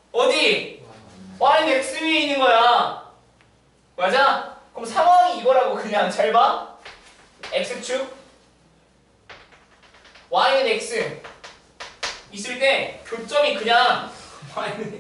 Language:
Korean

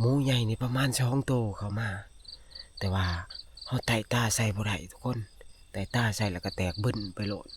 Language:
Northeastern Thai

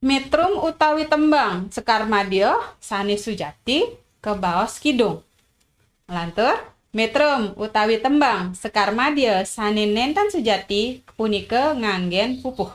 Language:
Balinese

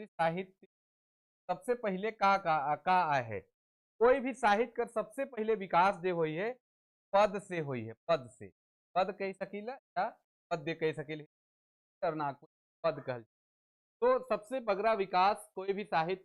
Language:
Sadri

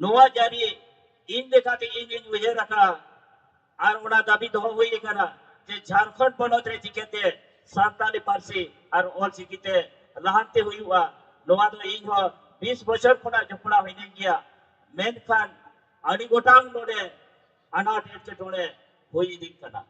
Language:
Santali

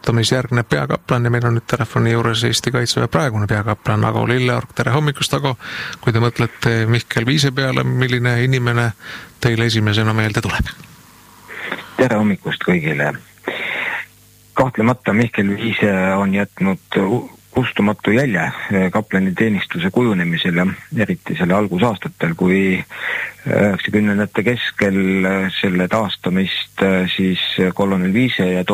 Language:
Estonian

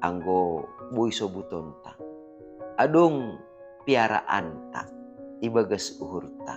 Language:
Batak Simalungun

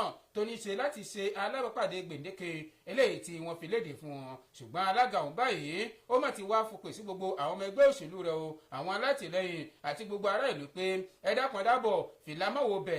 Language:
Yoruba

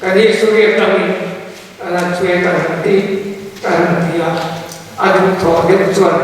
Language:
Mizo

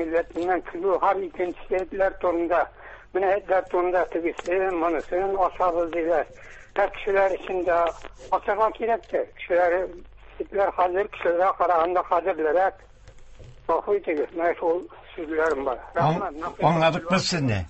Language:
Tatar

